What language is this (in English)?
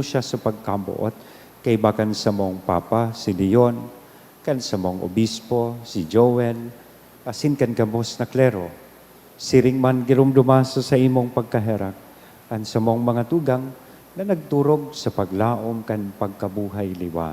Bikol